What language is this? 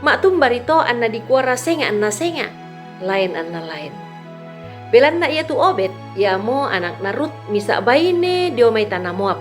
Toraja-Sa'dan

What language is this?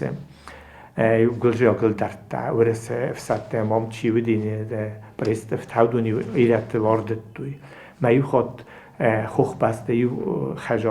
Ossetic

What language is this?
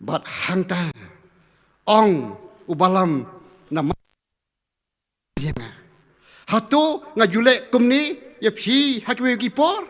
Khasi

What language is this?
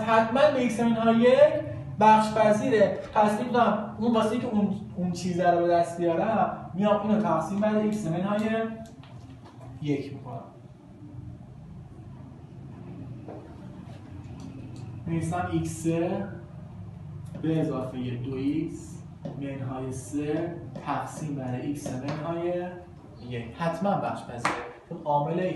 Persian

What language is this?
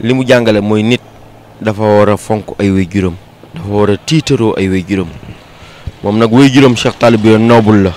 Wolof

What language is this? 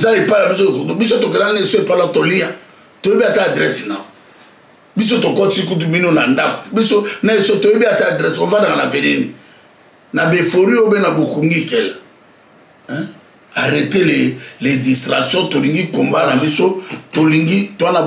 Lingala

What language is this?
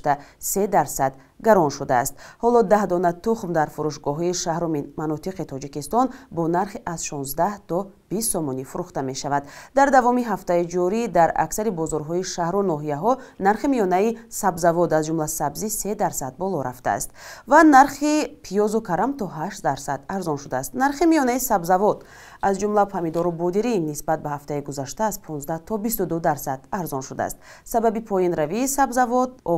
Tajik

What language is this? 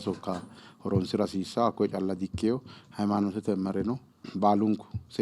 Sidamo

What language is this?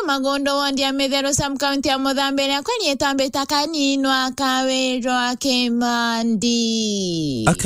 Meru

